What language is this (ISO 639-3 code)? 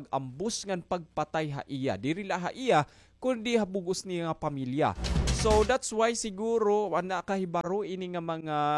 war